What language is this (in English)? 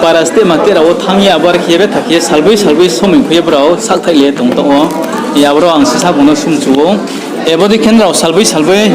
Riang (India)